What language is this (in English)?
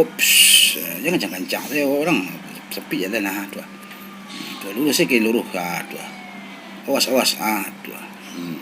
Minangkabau